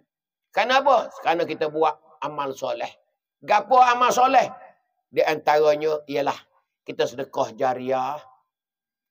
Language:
Pattani Malay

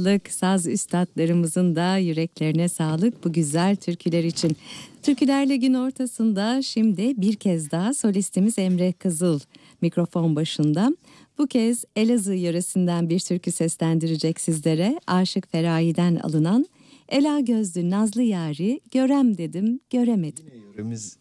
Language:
Turkish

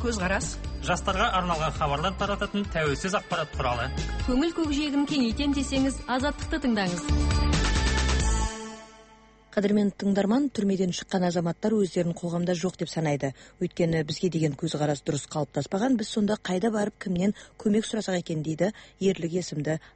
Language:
Kazakh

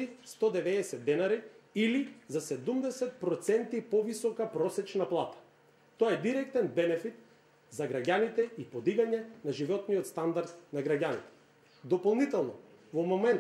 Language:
Macedonian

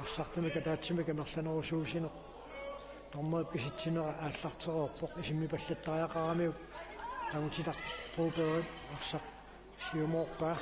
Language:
Kalaallisut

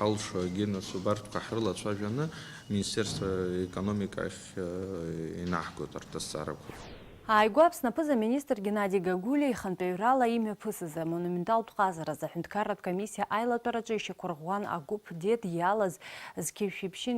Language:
Abkhazian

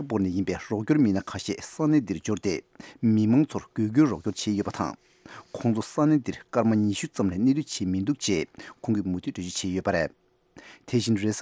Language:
Tibetan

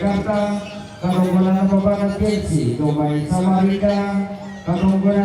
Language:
Toraja-Sa'dan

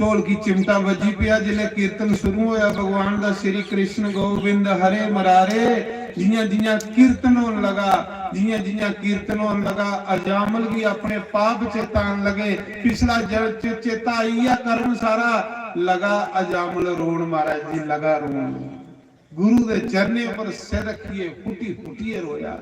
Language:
Dogri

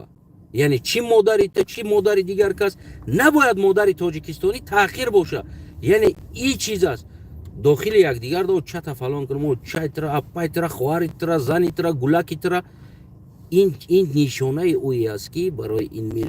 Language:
Tajik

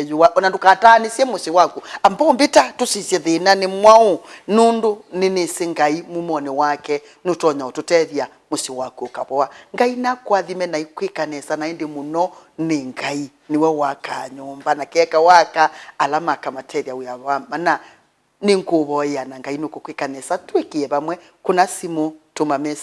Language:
Kamba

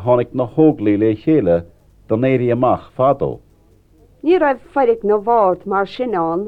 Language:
Irish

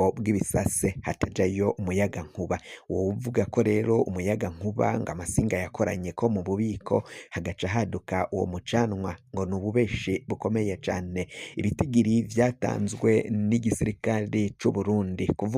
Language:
Rundi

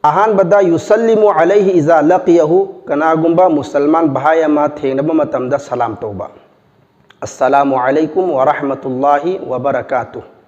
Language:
Manipuri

